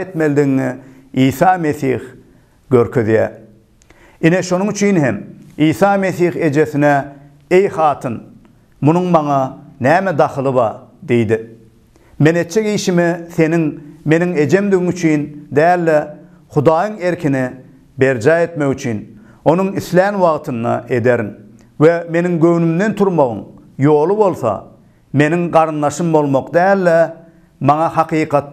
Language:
Turkmen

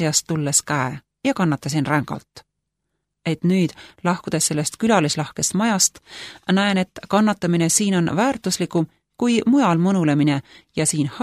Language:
Estonian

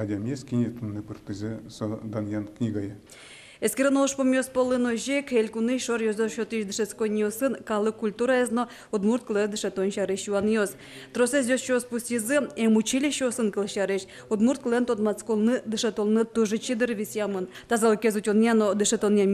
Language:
Udmurt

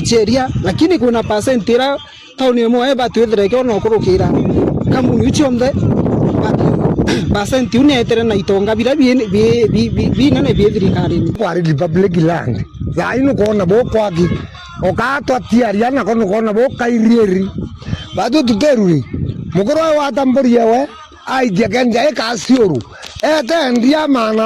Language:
Meru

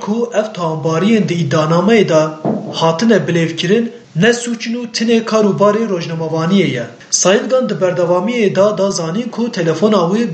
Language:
Kurdish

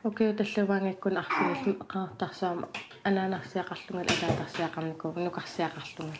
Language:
Kalaallisut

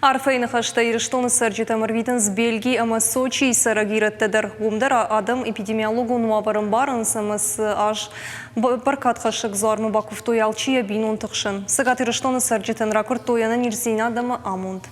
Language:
Ossetic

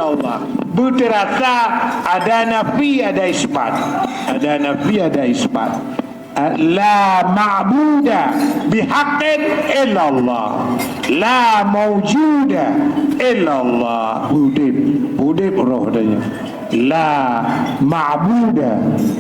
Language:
Achinese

